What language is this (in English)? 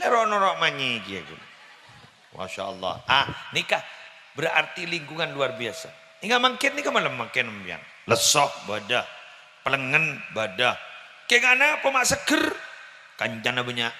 Madurese